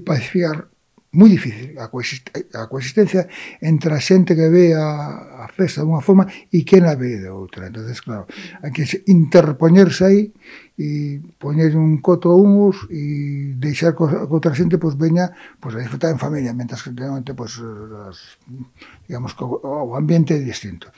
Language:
Galician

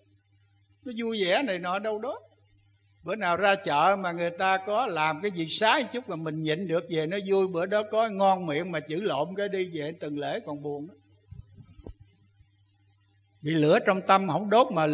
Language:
Vietnamese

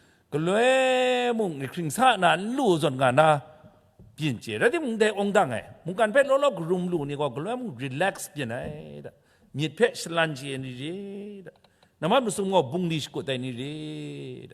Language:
Kachin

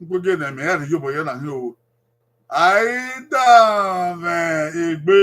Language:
Bini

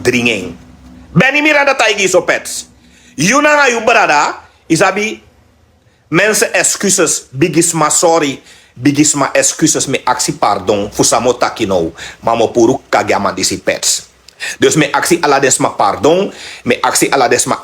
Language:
Sranan Tongo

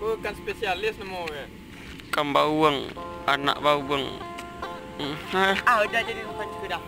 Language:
Minangkabau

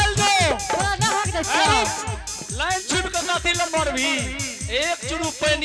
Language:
Angika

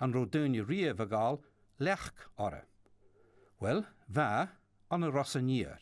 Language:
Scottish Gaelic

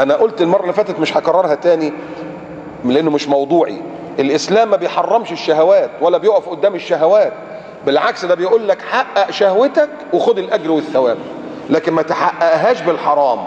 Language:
Egyptian Arabic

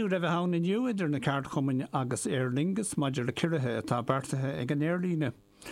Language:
Irish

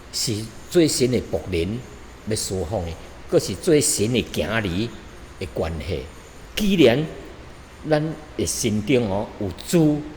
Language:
Min Nan Chinese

